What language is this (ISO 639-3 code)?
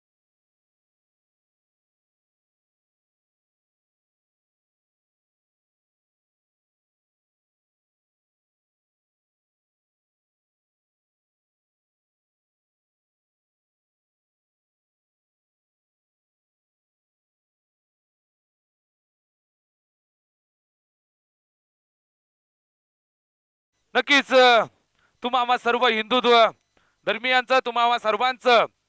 mar